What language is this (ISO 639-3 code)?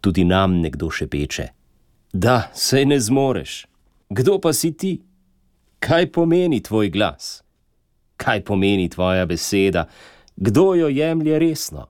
slv